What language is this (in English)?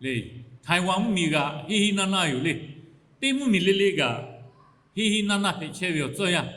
Lahu